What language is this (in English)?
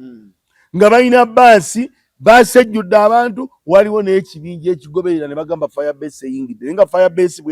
Ganda